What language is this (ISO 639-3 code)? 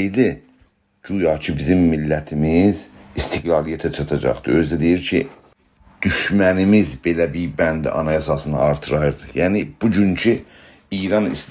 azb